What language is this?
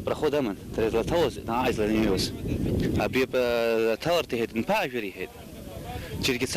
Abkhazian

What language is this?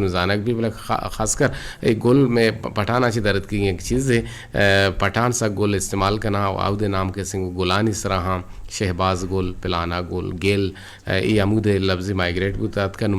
Eastern Balochi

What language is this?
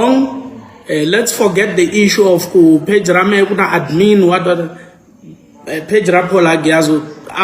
Tsonga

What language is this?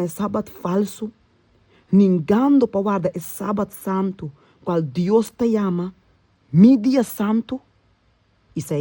Papiamento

